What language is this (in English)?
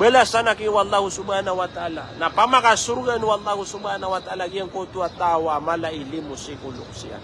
Maranao